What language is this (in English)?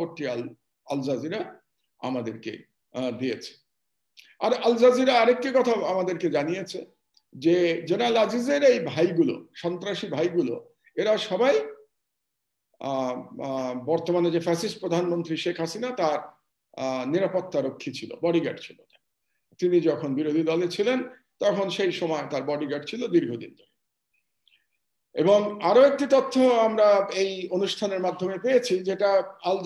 Bangla